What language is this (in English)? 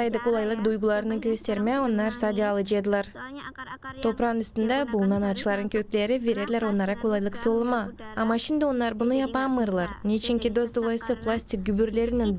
Gagauz